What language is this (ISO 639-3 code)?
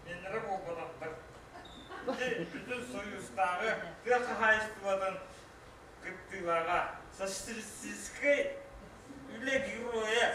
sah